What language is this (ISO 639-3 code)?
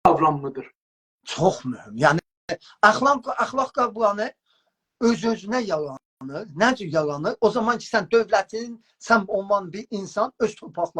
azb